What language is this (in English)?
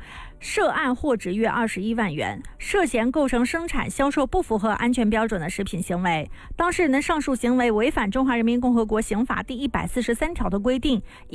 Chinese